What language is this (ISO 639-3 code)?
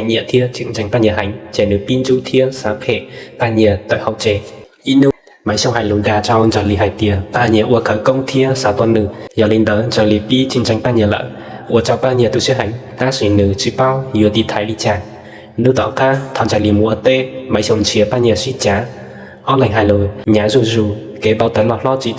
hmn